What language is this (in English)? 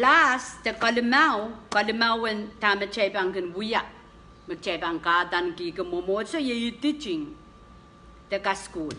Pohnpeian